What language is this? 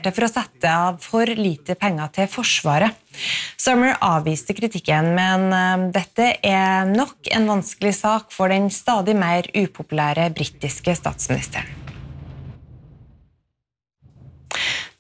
Norwegian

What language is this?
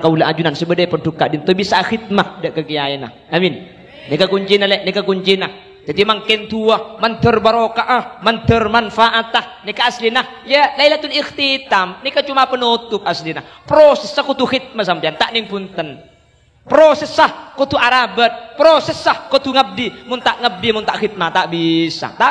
Madurese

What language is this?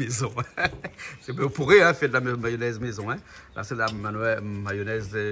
Réunion Creole French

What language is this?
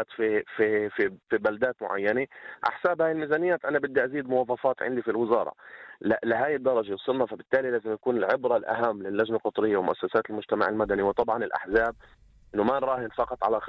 North Levantine Arabic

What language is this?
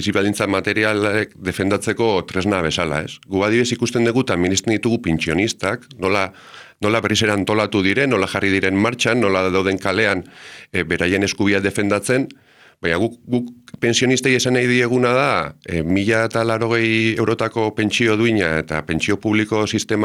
Basque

